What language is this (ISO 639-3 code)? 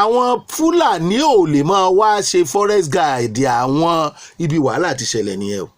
yor